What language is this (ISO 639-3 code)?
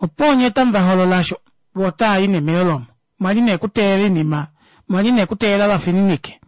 kua